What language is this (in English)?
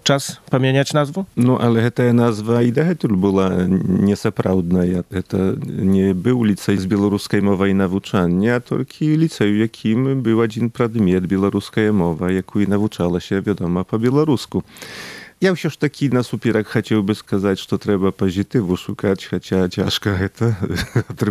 Belarusian